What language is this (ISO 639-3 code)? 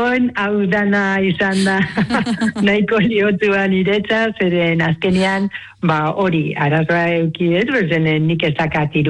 eus